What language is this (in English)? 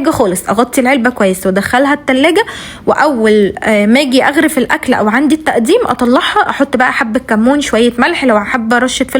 Egyptian Arabic